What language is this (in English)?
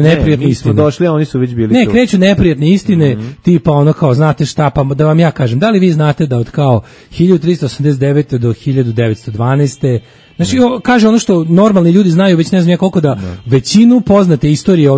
Serbian